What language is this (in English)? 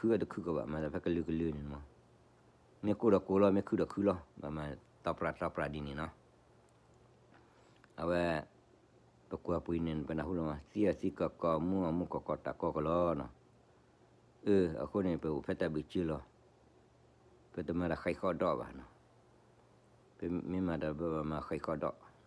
S'gaw Karen